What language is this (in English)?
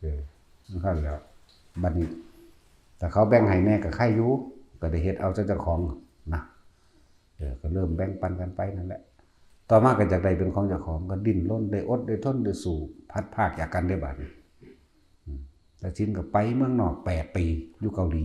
Lao